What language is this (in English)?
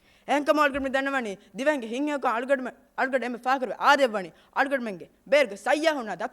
Divehi